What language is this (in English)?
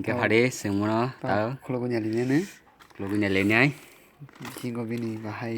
Kok Borok